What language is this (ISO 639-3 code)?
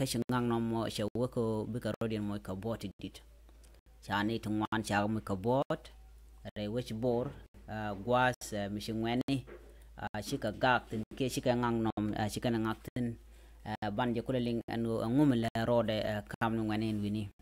nus